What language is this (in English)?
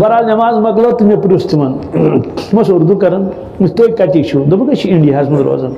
Kashmiri